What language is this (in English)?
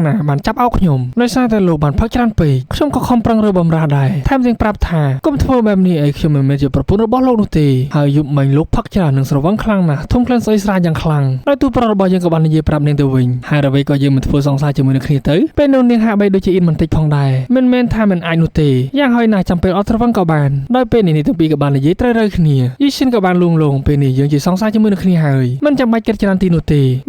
Khmer